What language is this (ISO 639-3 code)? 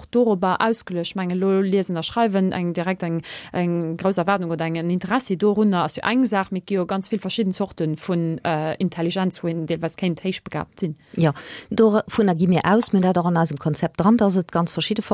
ltz